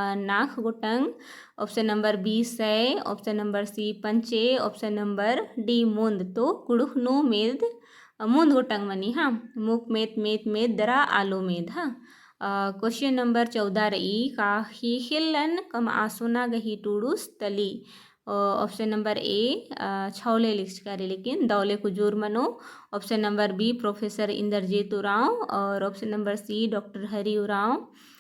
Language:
Kurukh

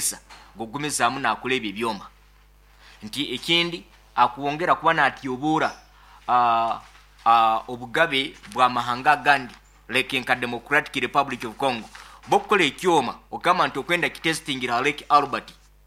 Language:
Nyoro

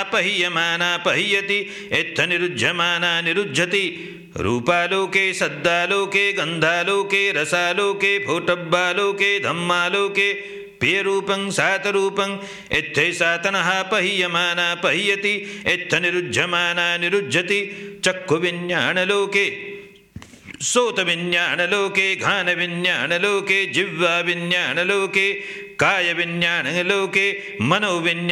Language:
Pali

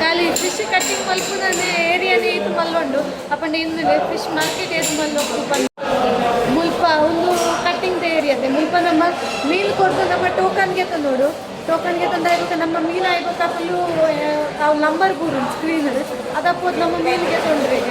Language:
Tulu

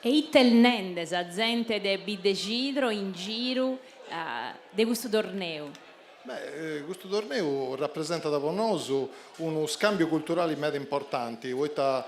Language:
Sardinian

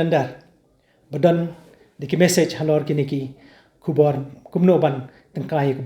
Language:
Khasi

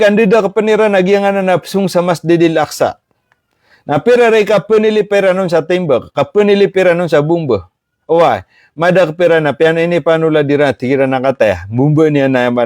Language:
Maranao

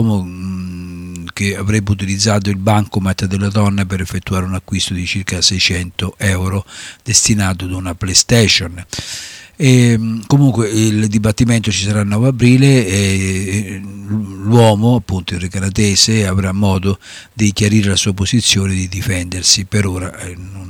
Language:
Italian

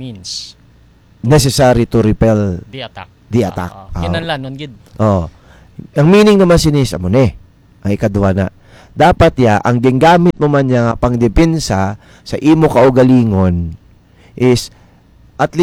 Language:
Hiligaynon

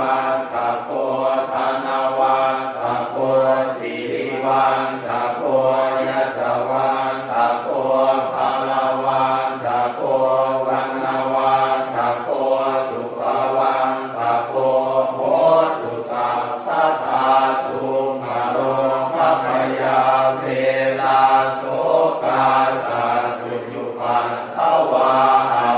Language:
Pali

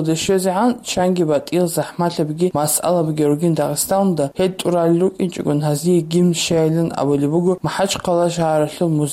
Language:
Avaric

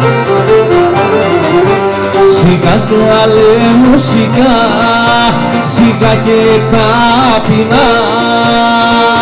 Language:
Greek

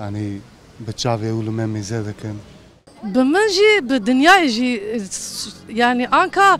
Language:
Kurdish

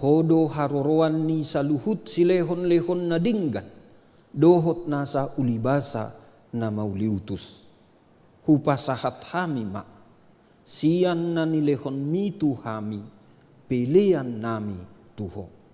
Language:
Batak Toba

